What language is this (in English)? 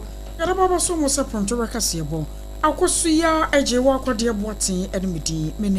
Akan